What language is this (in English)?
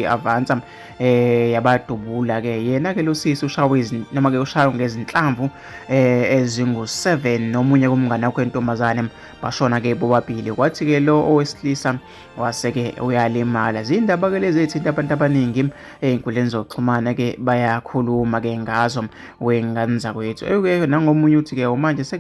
Zulu